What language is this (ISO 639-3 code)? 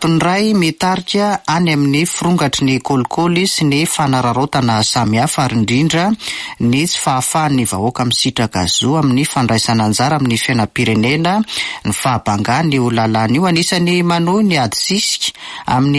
mlg